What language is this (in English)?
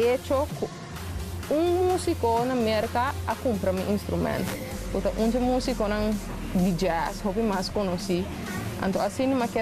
Papiamento